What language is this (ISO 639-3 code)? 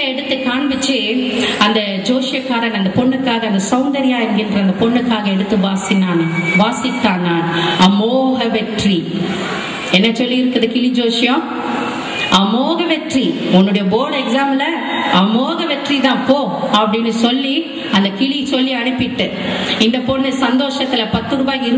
tam